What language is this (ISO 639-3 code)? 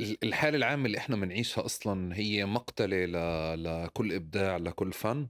apc